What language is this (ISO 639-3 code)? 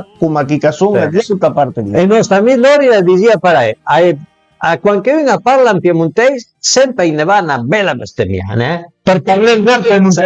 pms